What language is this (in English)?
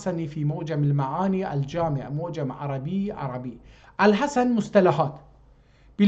South Azerbaijani